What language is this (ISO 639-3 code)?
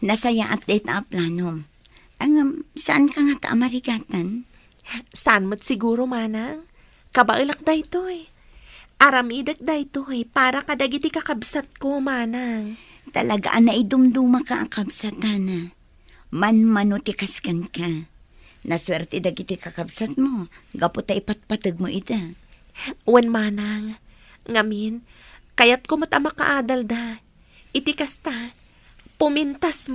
ilo